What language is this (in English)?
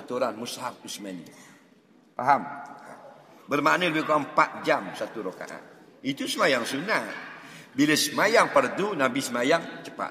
Malay